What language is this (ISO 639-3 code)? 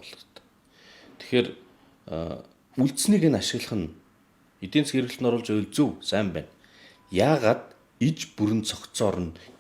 mon